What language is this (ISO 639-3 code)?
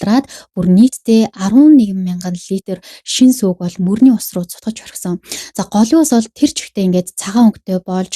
mon